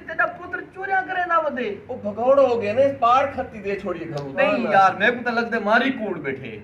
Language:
Saraiki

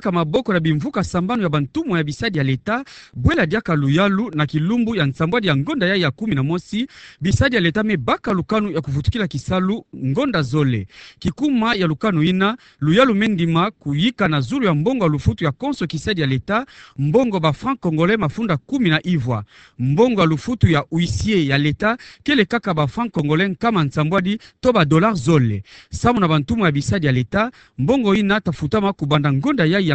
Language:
Kituba (Democratic Republic of Congo)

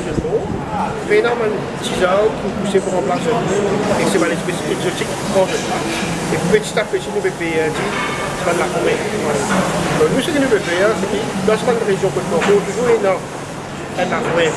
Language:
Morisyen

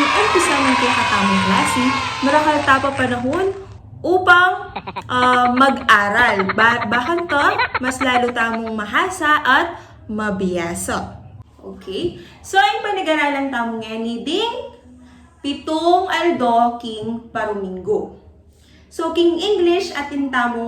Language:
Pampanga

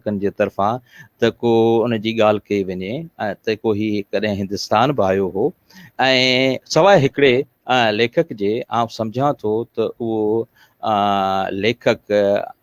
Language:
Sindhi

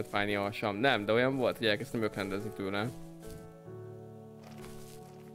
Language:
Hungarian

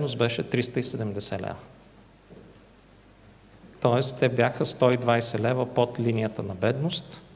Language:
Bulgarian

